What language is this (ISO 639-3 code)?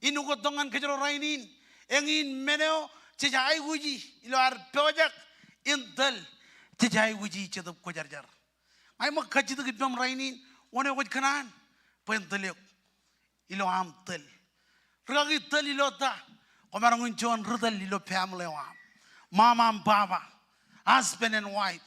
mah